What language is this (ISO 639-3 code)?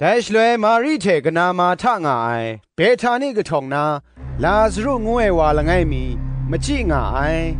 kac